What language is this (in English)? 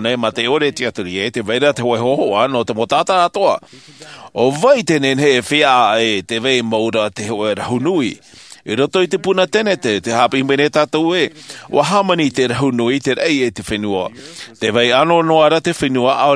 Tahitian